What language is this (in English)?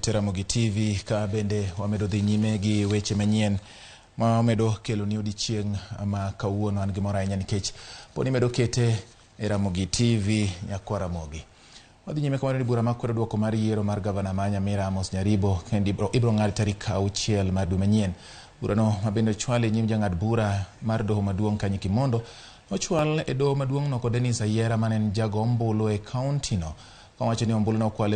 Luo (Kenya and Tanzania)